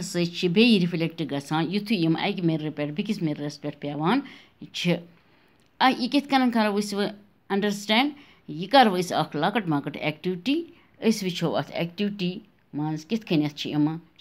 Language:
Kashmiri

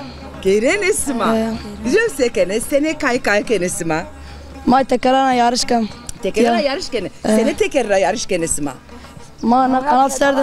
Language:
Zaza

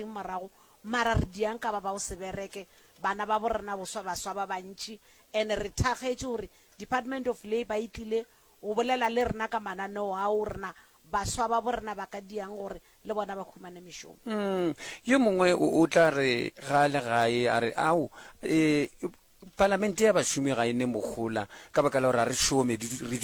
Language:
Northern Sotho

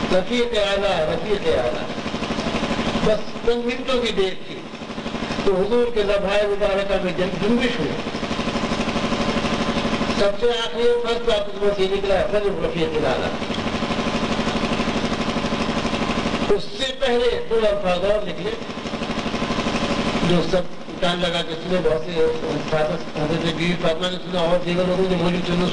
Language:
Urdu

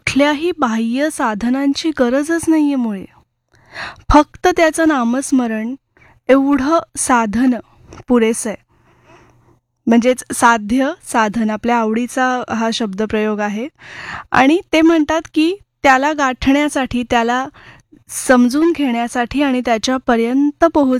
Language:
Marathi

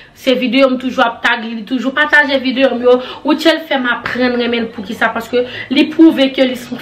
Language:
Haitian Creole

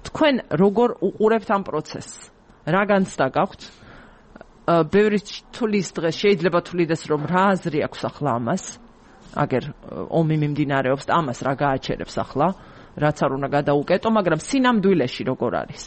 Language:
Georgian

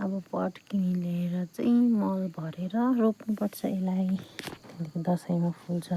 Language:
Nepali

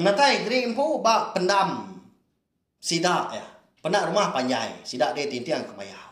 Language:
Iban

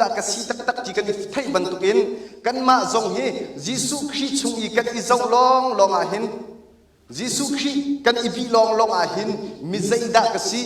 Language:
Hakha Chin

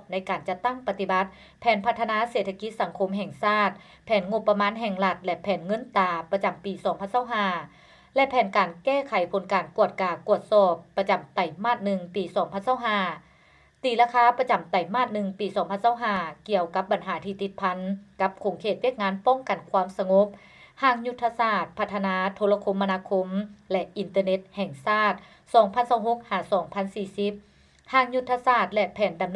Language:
Lao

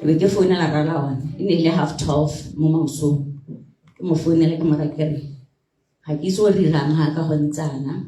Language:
Tswana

